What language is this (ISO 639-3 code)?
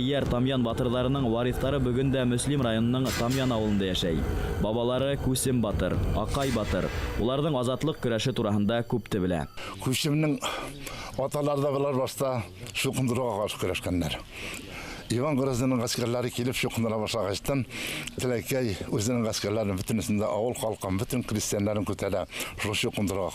bak